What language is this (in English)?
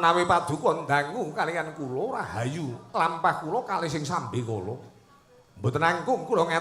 Javanese